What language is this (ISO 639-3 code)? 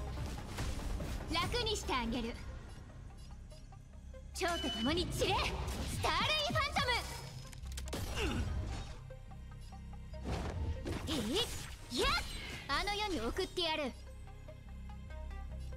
jpn